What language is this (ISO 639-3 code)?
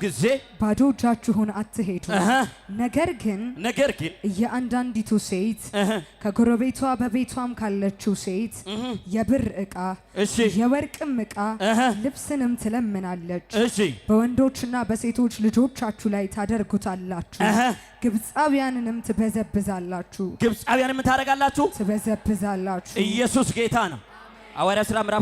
amh